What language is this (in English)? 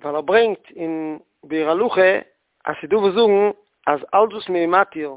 Yiddish